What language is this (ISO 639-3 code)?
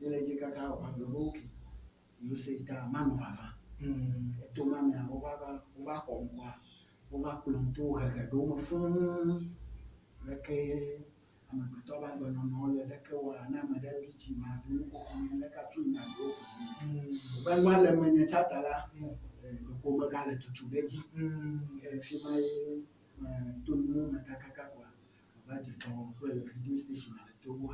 ewe